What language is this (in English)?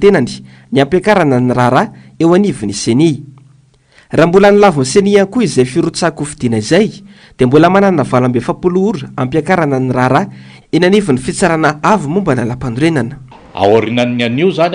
Malagasy